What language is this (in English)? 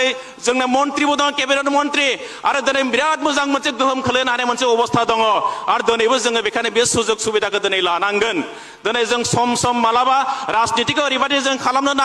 Bodo